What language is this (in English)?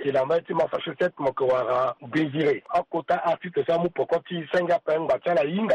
Sango